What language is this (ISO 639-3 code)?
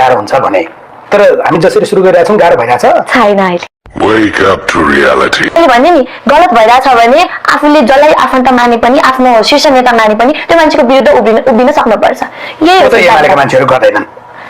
nep